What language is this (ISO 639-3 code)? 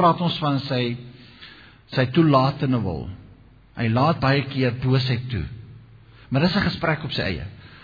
afr